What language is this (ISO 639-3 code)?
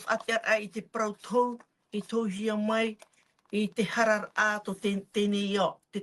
tah